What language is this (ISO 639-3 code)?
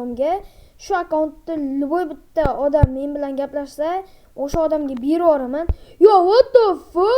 uzb